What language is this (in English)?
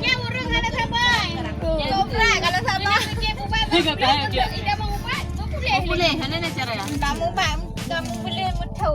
Achinese